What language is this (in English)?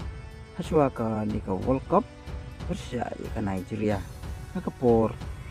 Khasi